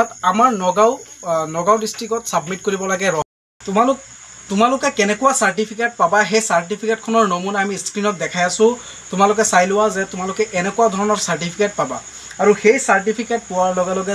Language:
Assamese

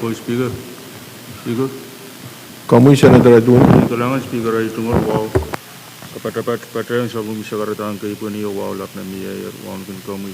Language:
Pohnpeian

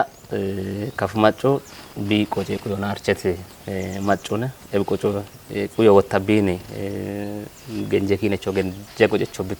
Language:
Kafa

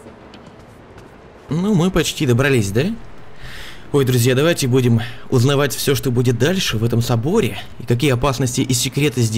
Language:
Russian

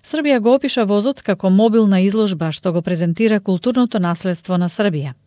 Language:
Macedonian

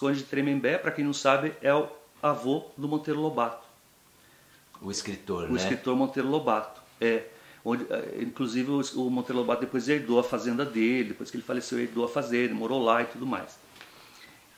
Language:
Portuguese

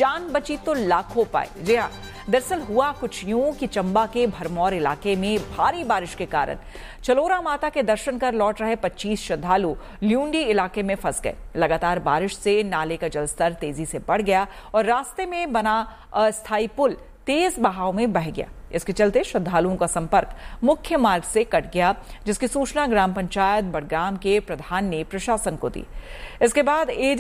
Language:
Hindi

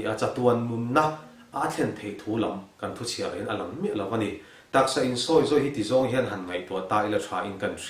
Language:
Mizo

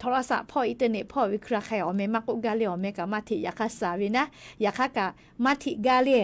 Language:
Lahu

